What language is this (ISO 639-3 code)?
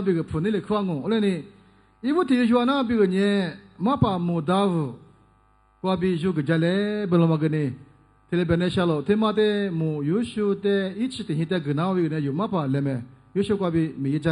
lis